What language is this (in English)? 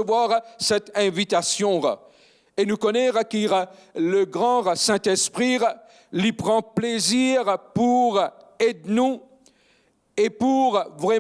Morisyen